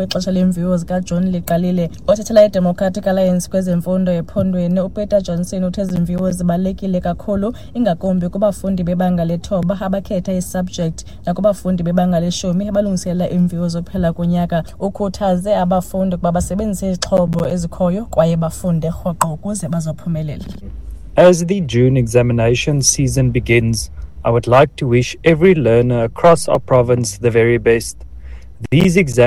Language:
Xhosa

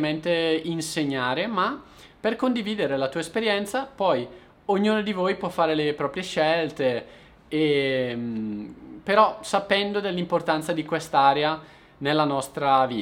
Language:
Italian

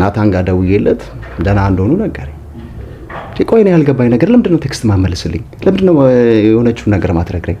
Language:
Amharic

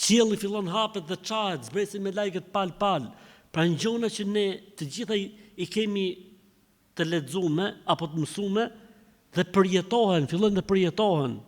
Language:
Albanian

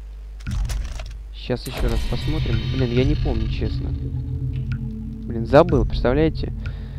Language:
Russian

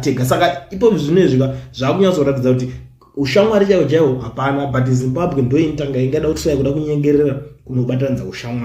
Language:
Shona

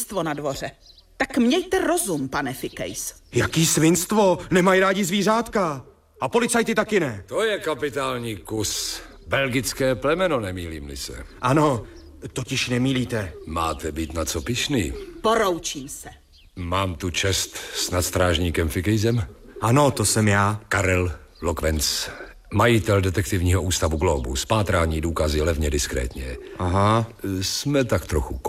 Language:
Czech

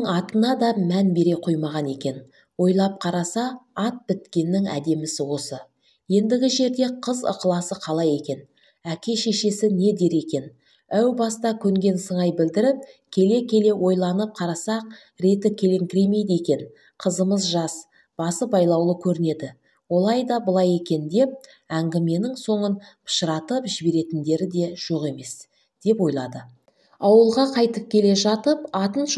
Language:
Kazakh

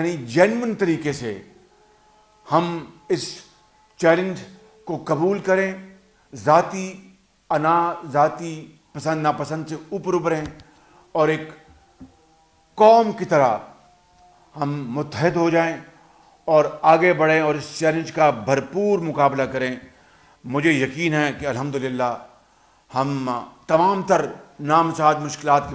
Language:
Urdu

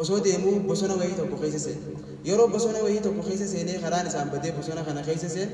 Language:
Oromo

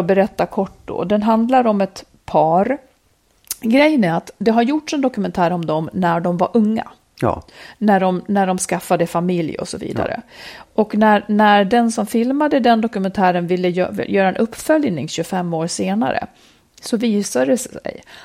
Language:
Swedish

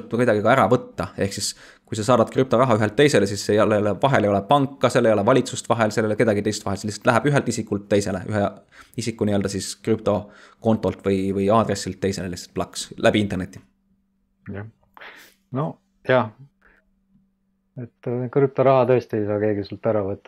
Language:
Estonian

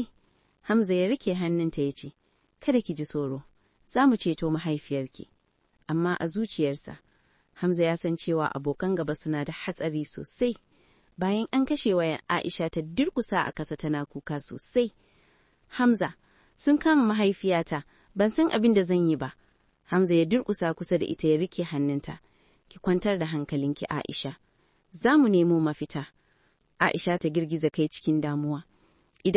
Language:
Hausa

